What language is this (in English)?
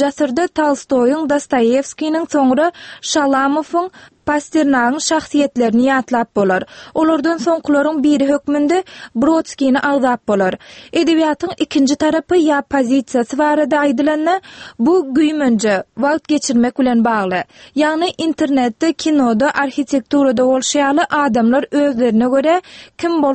Turkmen